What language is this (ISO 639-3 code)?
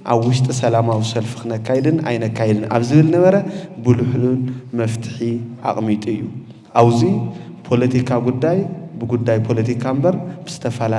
tir